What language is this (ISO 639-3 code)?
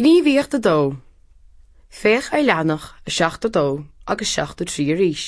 gle